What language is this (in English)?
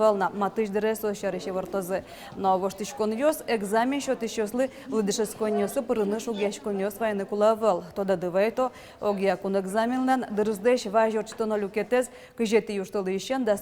Udmurt